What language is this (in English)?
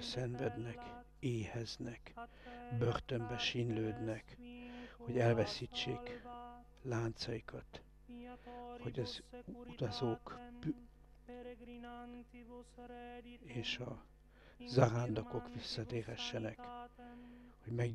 Hungarian